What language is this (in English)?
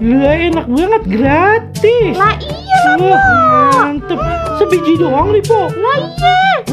Betawi